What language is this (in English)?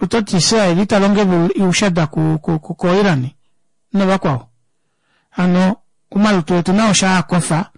Kuanyama